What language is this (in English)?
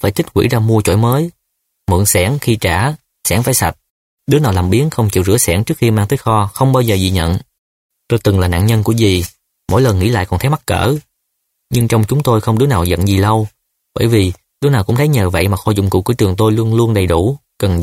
Vietnamese